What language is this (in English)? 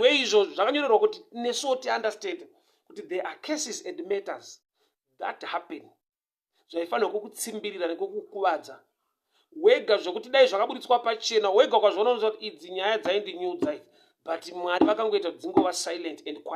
Shona